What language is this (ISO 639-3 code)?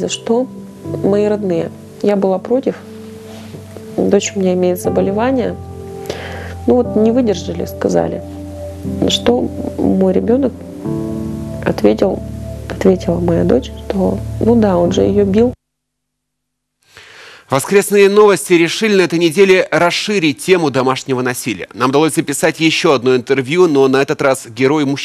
rus